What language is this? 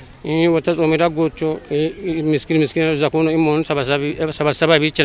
Kafa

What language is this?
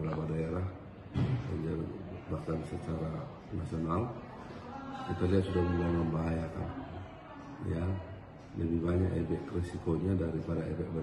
Indonesian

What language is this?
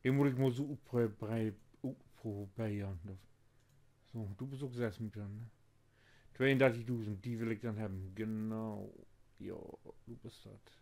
Low German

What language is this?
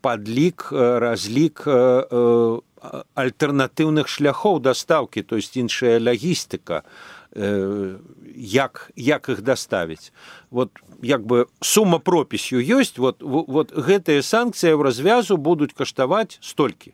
Belarusian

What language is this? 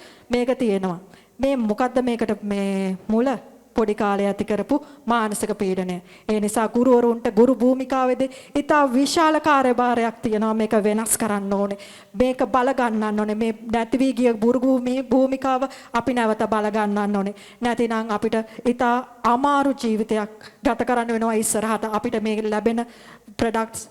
Sinhala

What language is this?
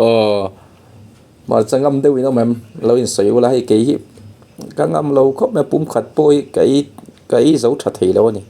Mizo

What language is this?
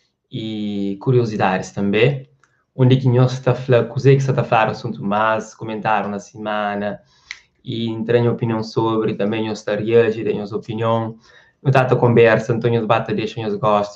Kabuverdianu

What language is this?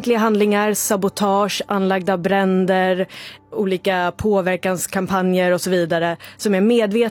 Swedish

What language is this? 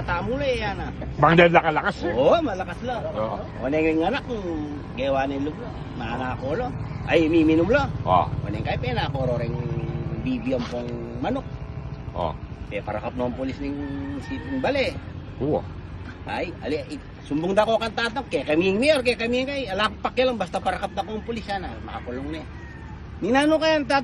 Pampanga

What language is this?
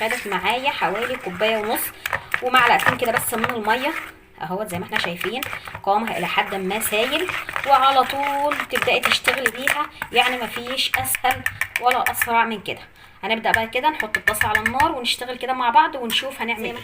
Egyptian Arabic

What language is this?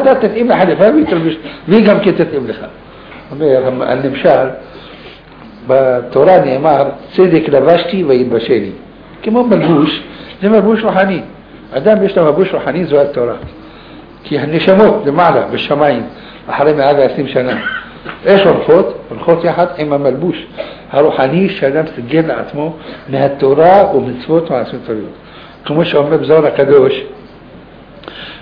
Hebrew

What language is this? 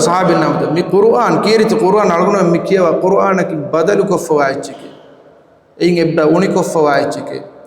Divehi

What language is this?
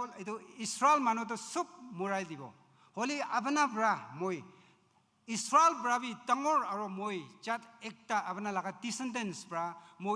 Naga Pidgin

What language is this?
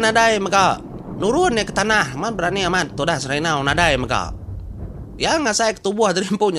Iban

